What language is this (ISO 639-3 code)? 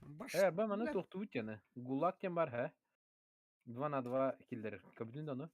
sah